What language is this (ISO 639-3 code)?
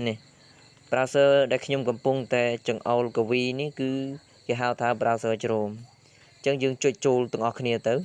khm